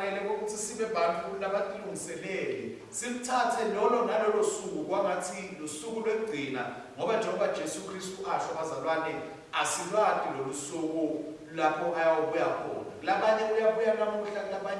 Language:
Swati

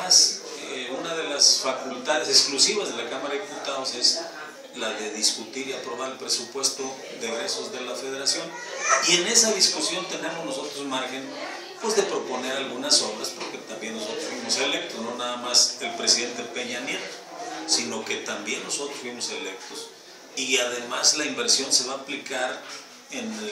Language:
Spanish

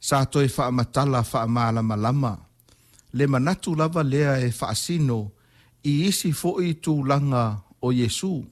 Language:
Samoan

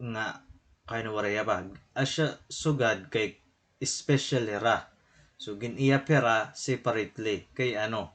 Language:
Waray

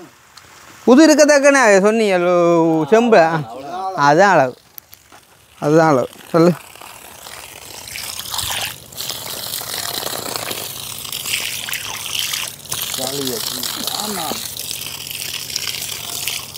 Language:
Tamil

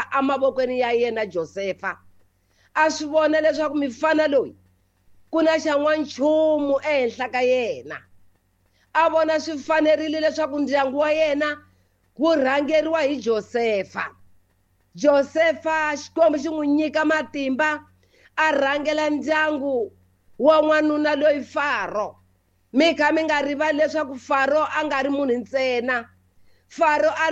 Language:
Tsonga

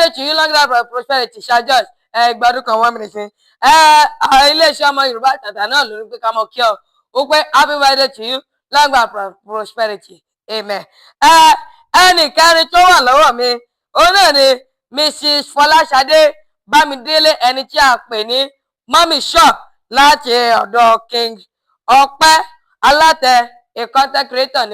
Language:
Yoruba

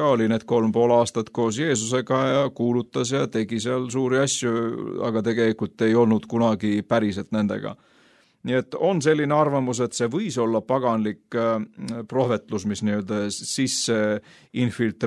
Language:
Estonian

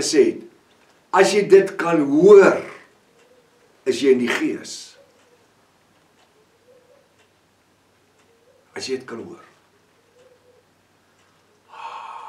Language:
Afrikaans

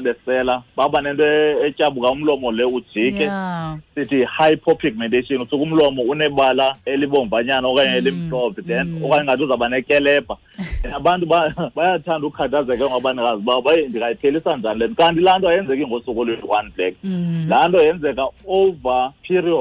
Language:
Xhosa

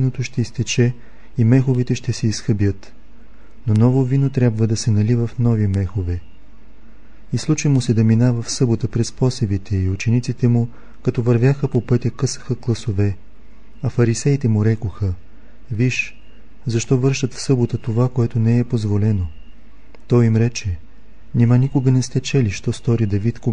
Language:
Bulgarian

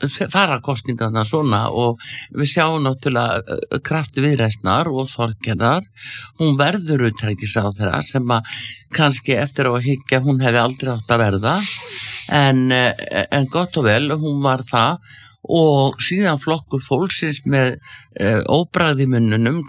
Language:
Icelandic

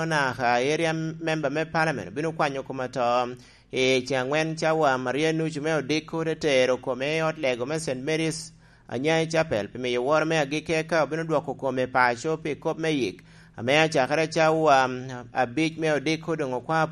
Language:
Lango (Uganda)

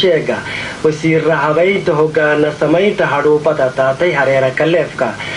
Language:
Somali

